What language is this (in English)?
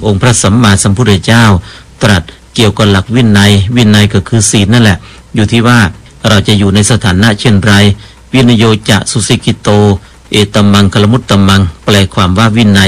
Thai